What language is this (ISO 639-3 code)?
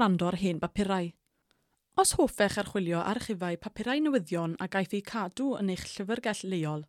cym